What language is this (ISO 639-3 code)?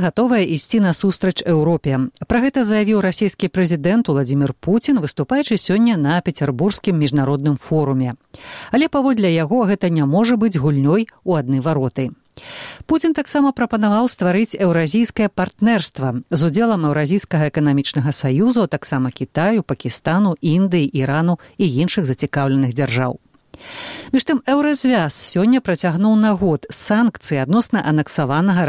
bel